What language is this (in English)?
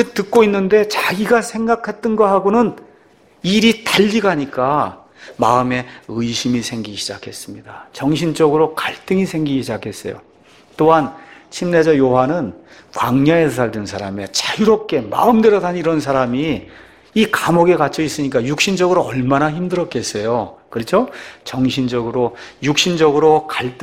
Korean